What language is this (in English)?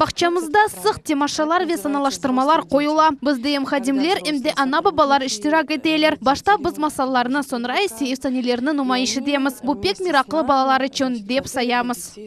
Crimean Tatar